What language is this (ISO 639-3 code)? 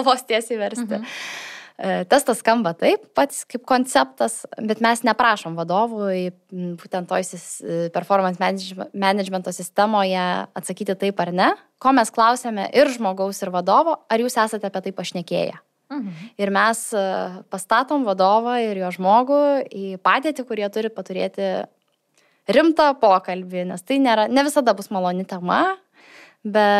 lit